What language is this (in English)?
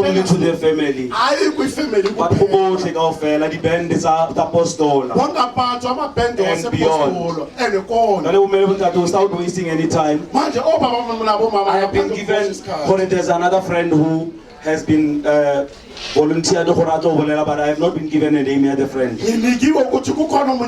Southern Sotho